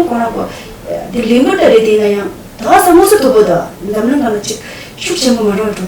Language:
Tibetan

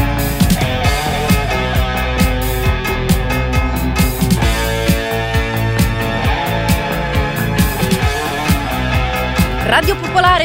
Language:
Italian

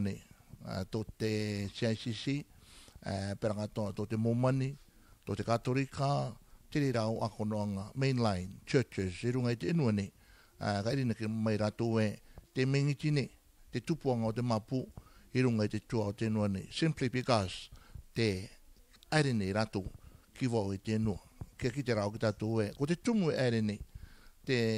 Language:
Rarotongan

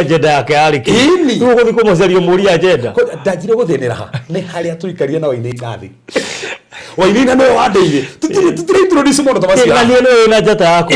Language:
Kikuyu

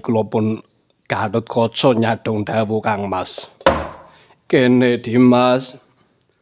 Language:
Javanese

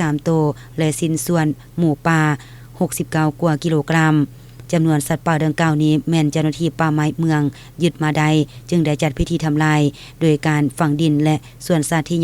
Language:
Lao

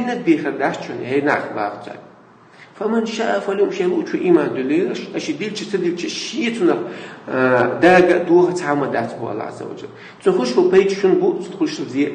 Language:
Chechen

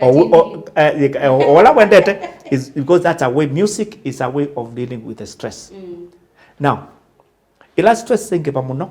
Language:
Kamba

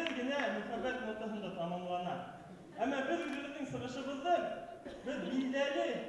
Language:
Bashkir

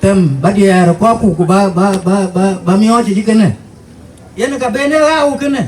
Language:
Dinka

